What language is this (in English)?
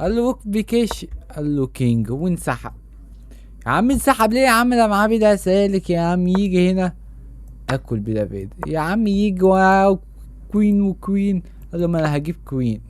Egyptian Arabic